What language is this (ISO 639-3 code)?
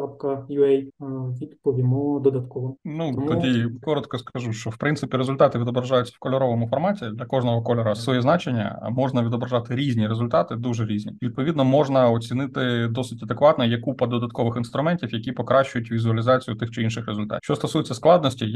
ukr